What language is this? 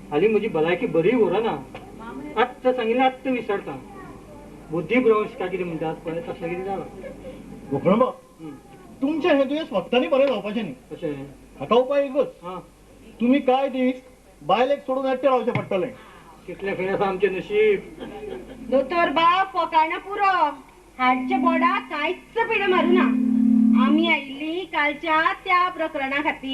Konkani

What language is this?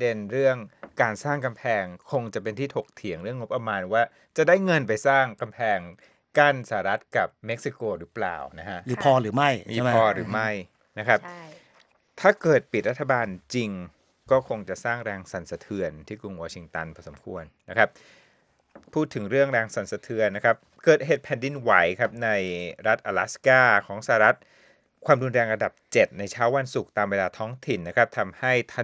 Thai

